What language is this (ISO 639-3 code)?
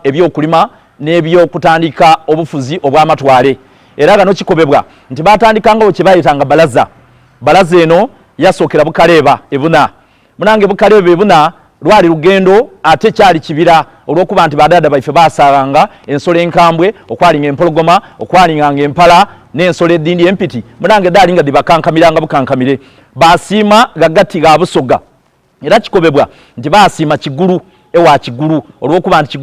xog